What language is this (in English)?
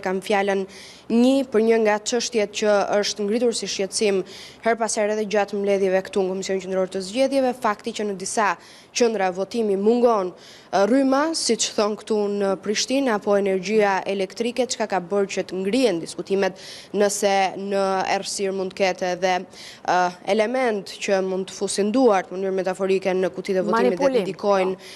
Albanian